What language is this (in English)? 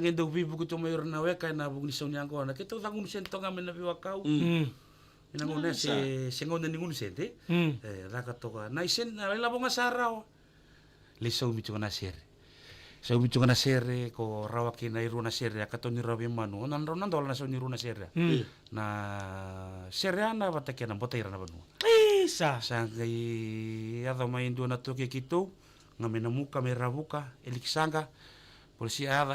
Fijian